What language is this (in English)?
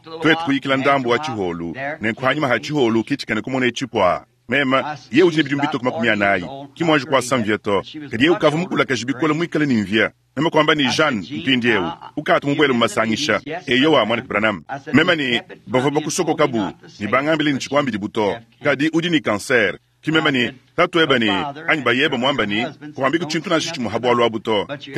Luba-Lulua